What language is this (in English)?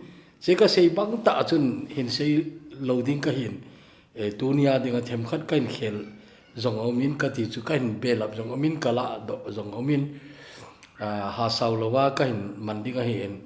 Thado Chin